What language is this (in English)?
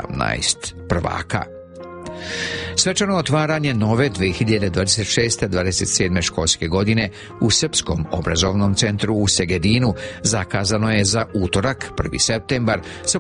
Serbian